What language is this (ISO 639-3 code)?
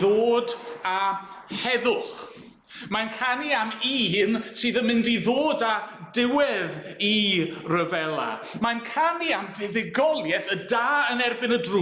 cym